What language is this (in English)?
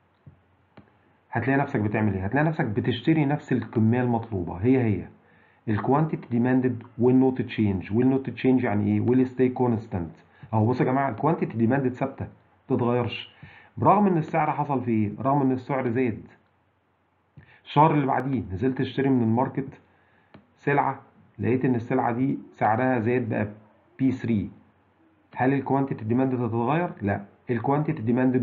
Egyptian Arabic